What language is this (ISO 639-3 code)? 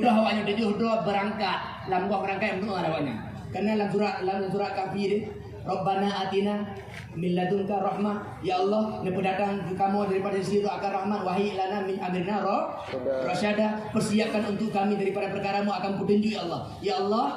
ace